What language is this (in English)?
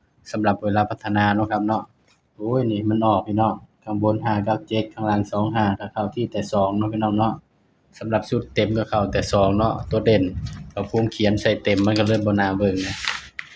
Northeastern Thai